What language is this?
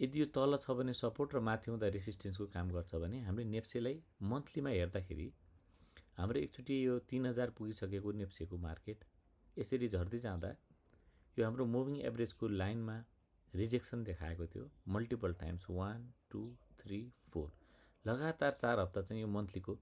Nepali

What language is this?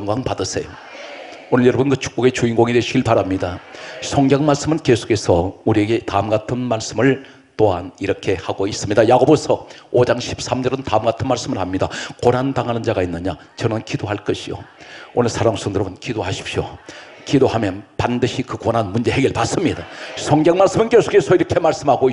Korean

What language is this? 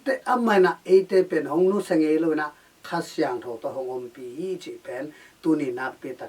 Tedim Chin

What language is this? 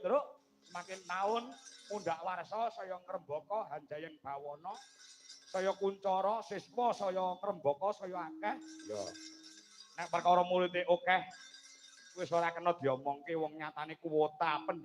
Javanese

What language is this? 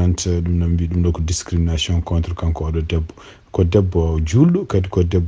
Fula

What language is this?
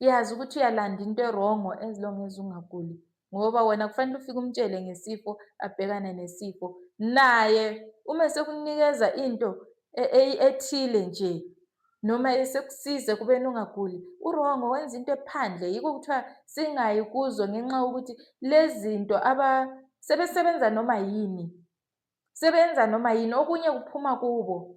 Zulu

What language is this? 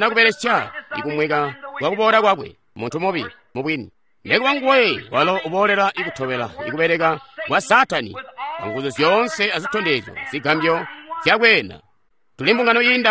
Tonga (Zambia)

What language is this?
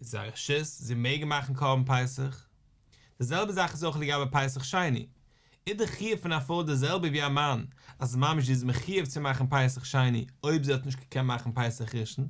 Yiddish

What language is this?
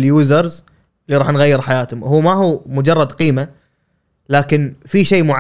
Gulf Arabic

